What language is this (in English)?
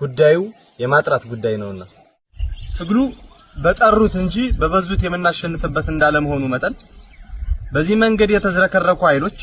Amharic